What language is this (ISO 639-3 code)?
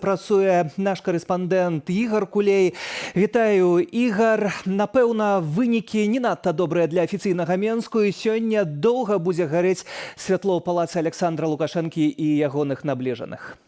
bel